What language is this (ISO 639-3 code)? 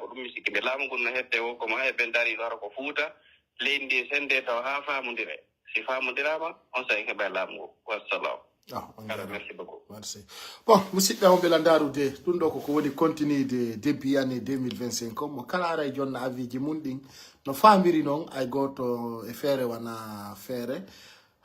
fuf